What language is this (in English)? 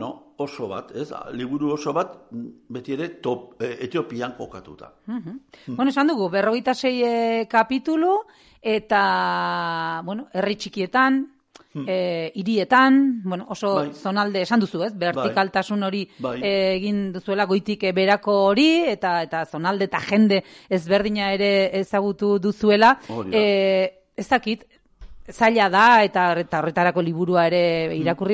Basque